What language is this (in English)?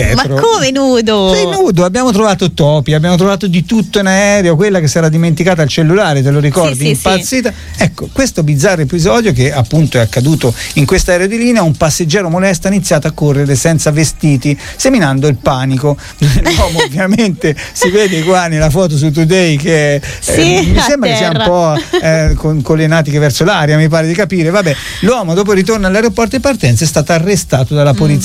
Italian